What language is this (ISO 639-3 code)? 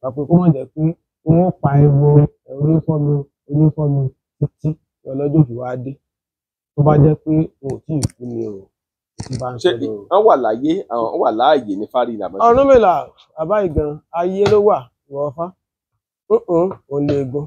yor